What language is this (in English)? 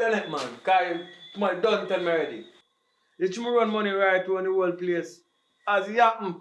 Jamaican Creole English